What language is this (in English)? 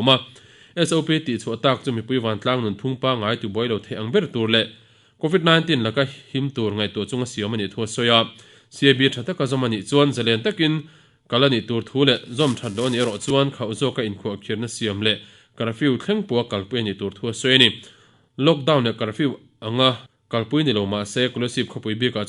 Mizo